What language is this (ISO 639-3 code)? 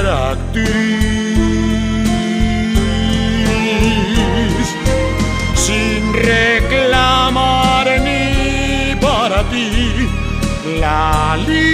spa